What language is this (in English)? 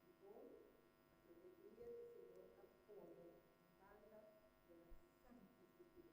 Papiamento